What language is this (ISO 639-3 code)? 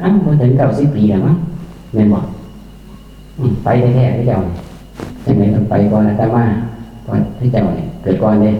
tts